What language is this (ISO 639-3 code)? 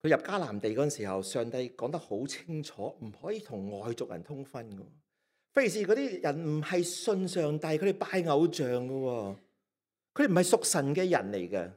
yue